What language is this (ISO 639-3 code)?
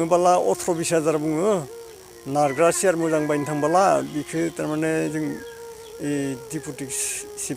brx